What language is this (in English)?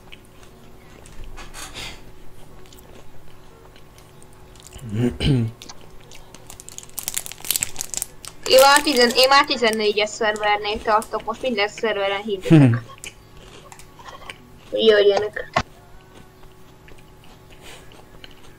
Hungarian